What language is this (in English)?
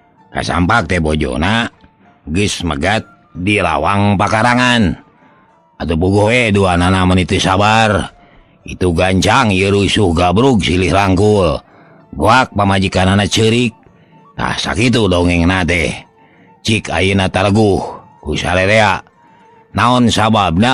Sundanese